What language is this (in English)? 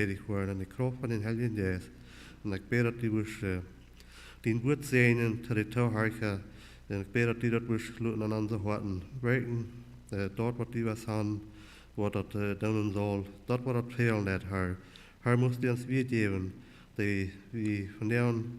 Plautdietsch